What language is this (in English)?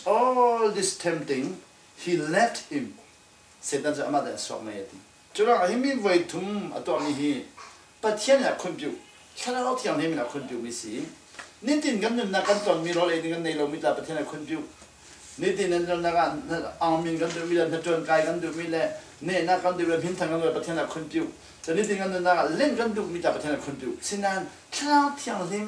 Falam Chin